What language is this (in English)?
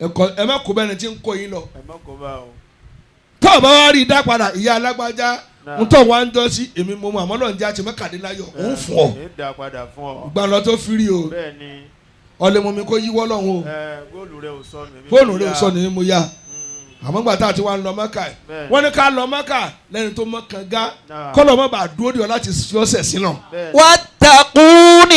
Yoruba